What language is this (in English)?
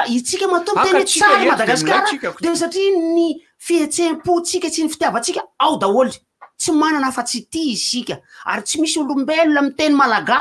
Malagasy